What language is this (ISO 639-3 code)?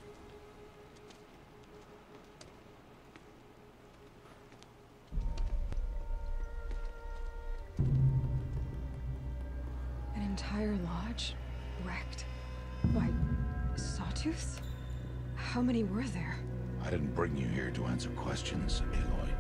eng